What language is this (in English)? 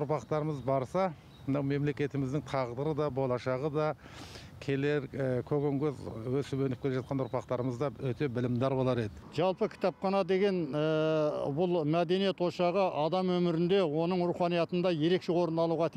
Kazakh